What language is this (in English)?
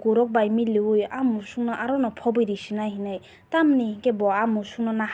Kok Borok